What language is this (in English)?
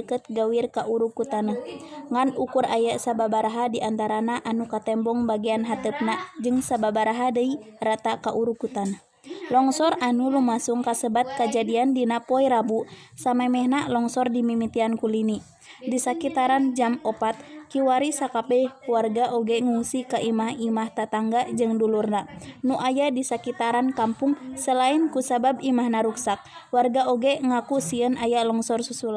Sundanese